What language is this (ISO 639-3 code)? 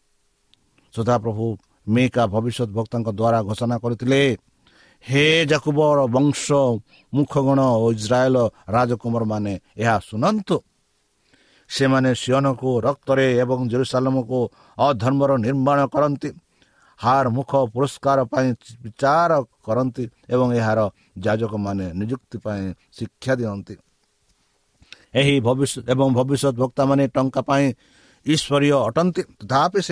ori